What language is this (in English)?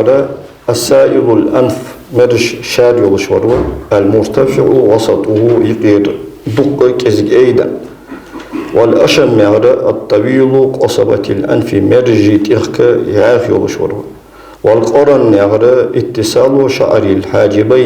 Ingush